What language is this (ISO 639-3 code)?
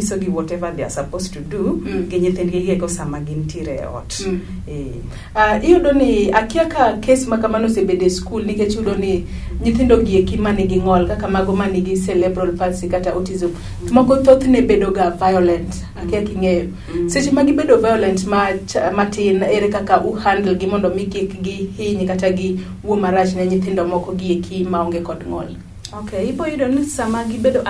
luo